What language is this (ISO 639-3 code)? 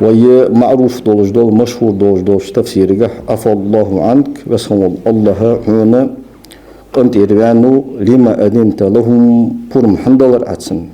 inh